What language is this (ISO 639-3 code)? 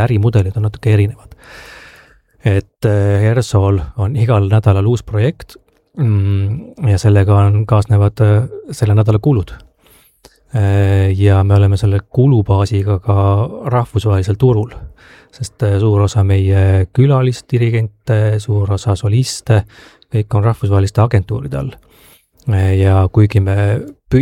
est